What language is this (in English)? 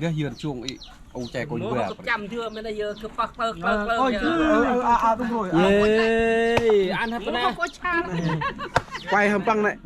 Central Mnong